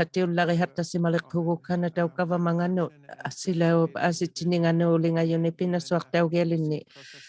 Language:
Inuktitut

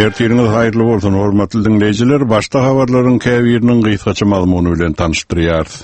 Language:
Kyrgyz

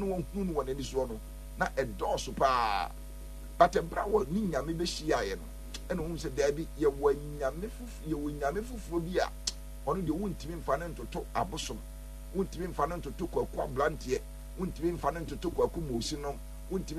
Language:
Akan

